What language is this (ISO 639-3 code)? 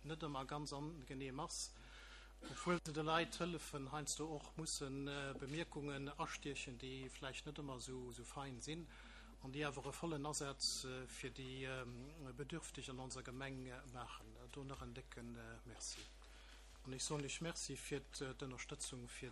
ltz